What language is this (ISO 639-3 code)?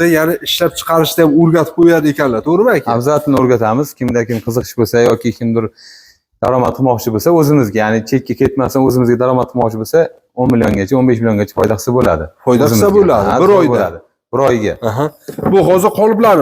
uzb